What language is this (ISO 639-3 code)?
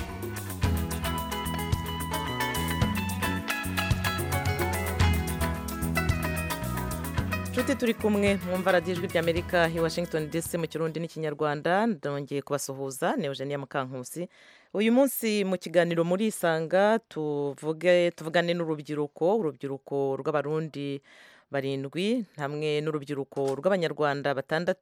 kin